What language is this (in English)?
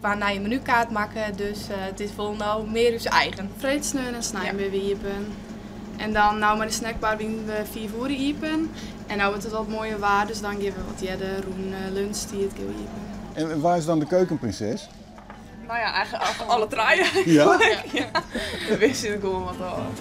Western Frisian